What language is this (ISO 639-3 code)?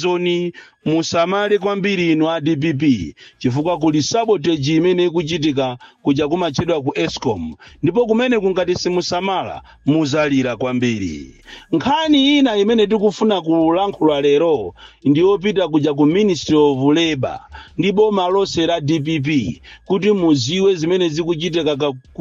nya